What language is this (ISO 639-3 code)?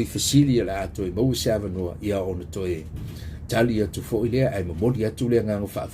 smo